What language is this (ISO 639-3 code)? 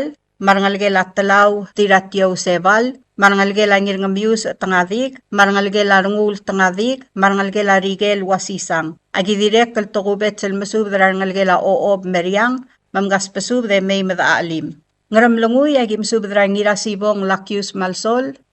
pau